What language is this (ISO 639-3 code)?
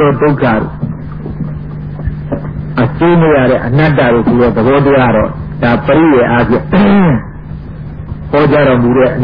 mya